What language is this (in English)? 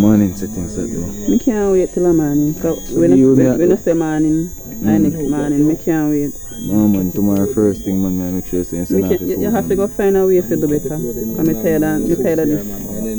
Jamaican Creole English